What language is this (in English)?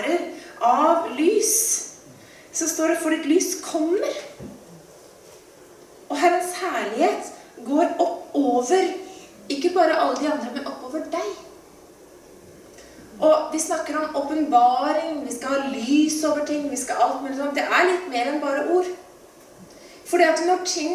Norwegian